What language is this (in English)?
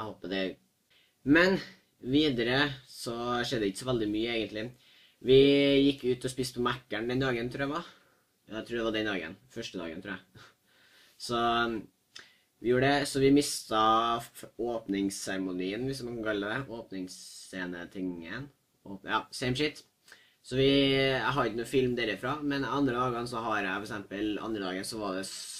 Norwegian